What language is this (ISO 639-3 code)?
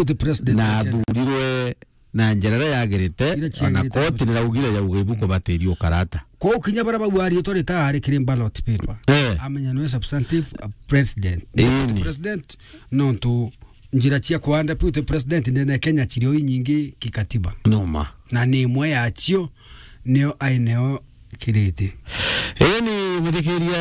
mer